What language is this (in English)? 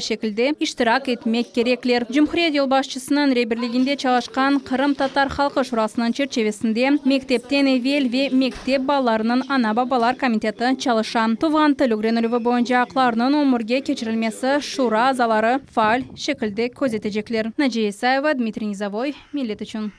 Crimean Tatar